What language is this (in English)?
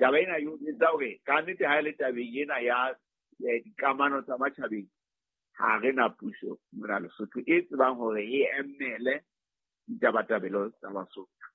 Southern Sotho